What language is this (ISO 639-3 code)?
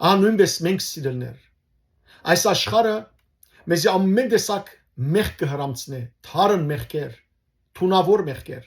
hyw